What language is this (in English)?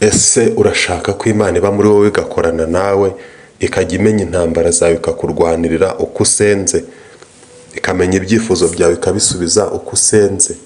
Kinyarwanda